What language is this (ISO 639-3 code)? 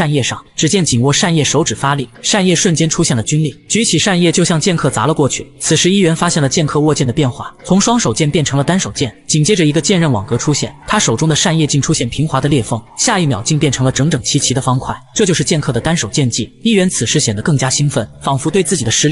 zho